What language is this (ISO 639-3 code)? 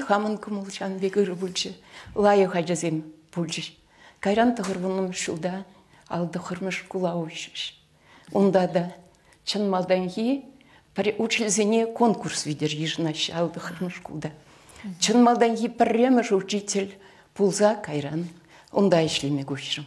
chv